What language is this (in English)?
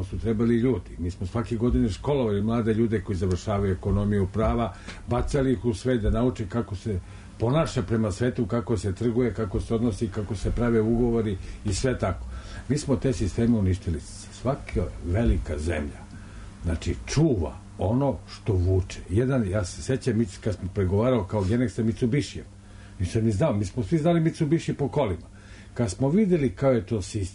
Serbian